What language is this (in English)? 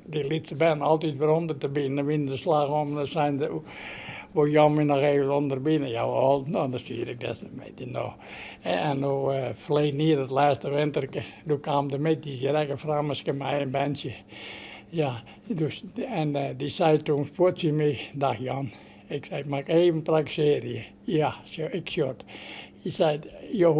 Western Frisian